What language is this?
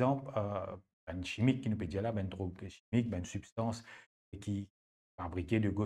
Morisyen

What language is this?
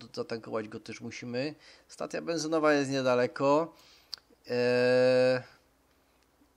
Polish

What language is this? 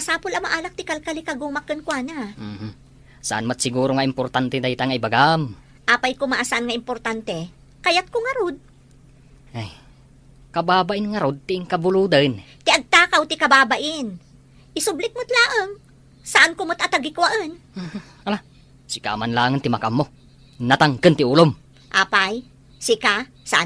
Iloko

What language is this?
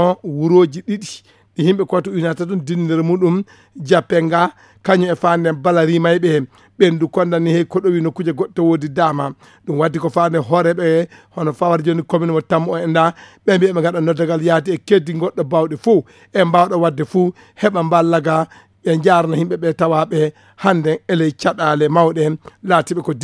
Fula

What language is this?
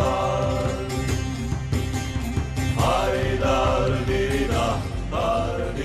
Tajik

